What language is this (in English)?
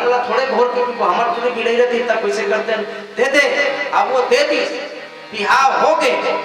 Chhattisgarhi